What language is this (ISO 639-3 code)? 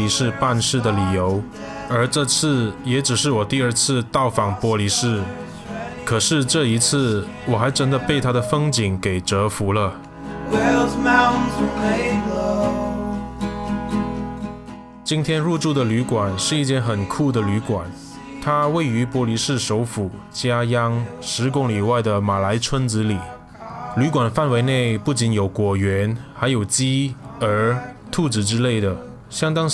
zho